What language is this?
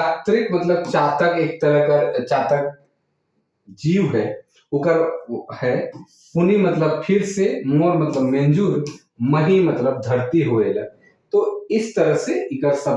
Sadri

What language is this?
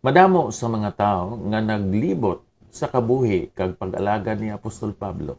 Hiligaynon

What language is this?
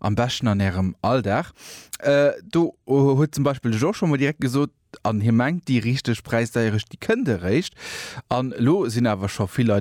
Luxembourgish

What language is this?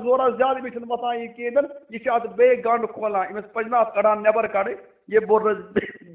Kashmiri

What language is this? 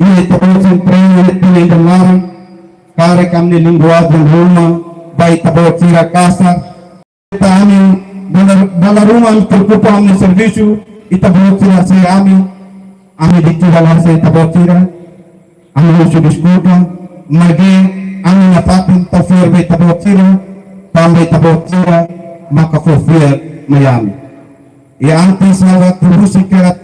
Tetum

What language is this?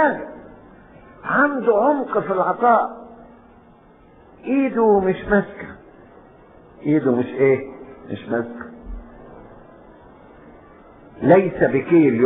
Egyptian Arabic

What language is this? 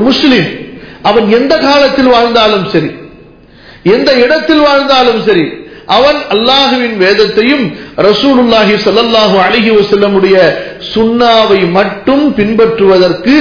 Tamil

